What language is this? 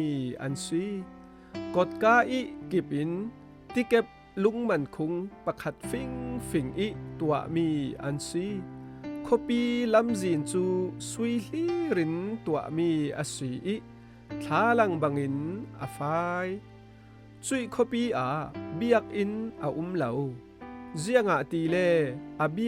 Falam Chin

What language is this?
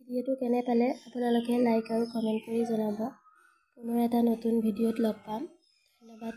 Assamese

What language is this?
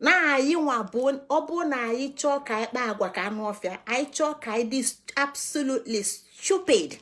Igbo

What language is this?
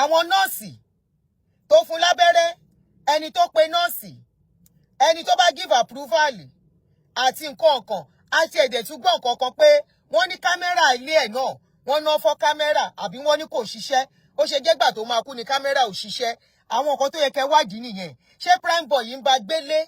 Yoruba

